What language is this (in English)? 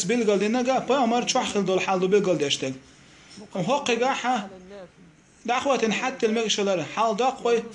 Chechen